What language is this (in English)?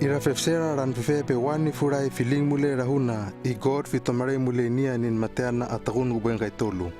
Hano